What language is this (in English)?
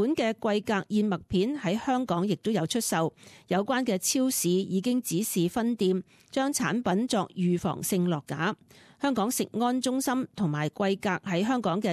Cantonese